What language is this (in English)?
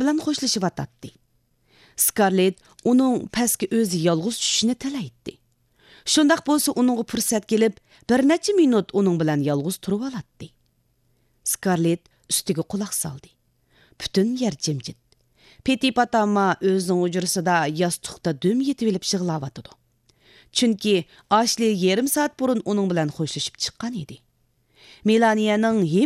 Uyghur